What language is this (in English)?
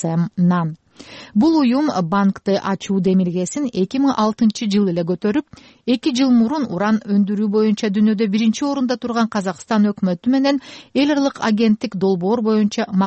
Kyrgyz